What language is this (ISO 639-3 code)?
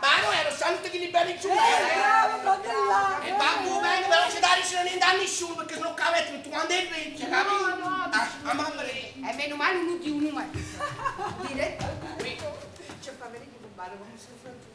nap